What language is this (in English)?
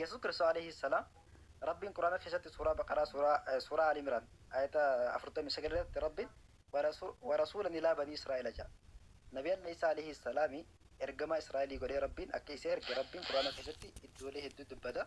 Oromo